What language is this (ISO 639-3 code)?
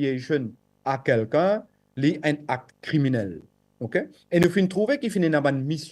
mfe